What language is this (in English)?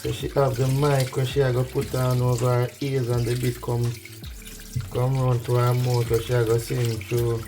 Jamaican Creole English